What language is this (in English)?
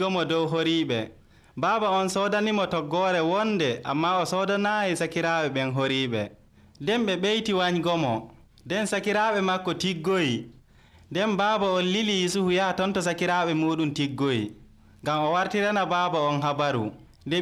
Nigerian Fulfulde